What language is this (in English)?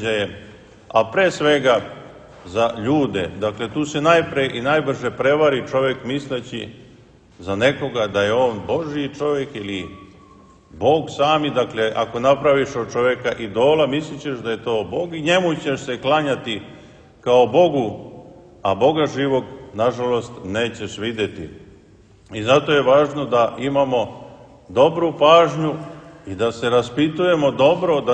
Serbian